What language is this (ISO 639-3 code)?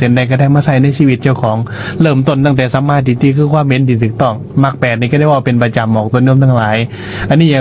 lao